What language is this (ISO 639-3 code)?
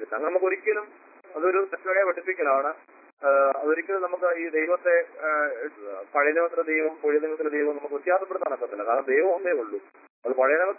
mal